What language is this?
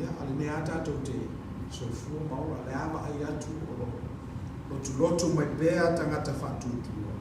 Samoan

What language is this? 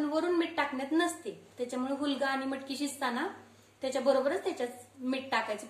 Marathi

